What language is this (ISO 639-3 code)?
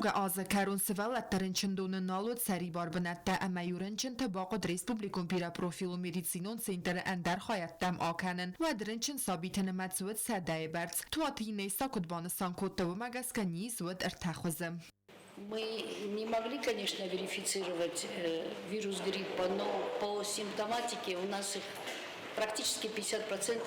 oss